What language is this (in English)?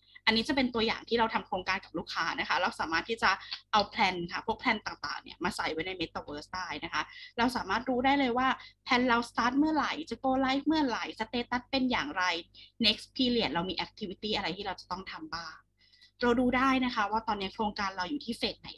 Thai